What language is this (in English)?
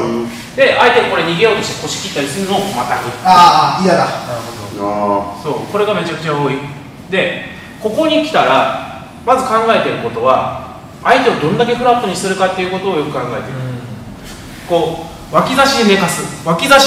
Japanese